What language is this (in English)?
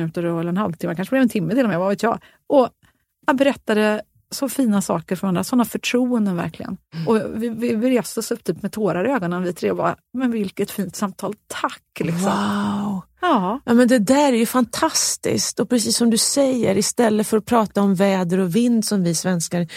Swedish